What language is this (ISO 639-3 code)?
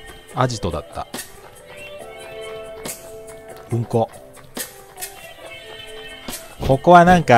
jpn